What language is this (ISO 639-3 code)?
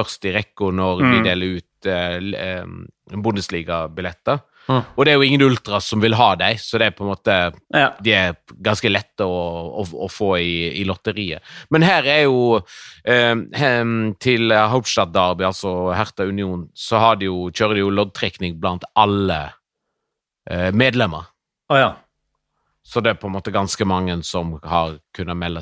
nor